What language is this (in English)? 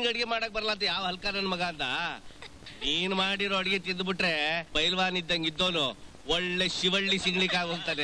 Kannada